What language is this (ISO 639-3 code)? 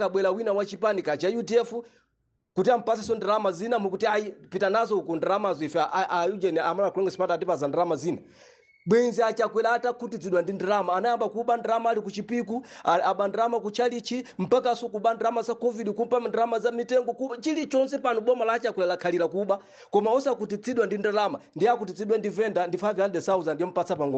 nya